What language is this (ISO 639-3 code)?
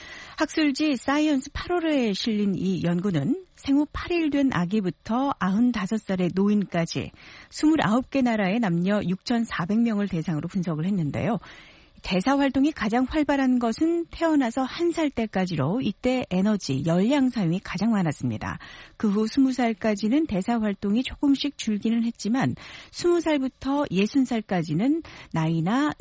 kor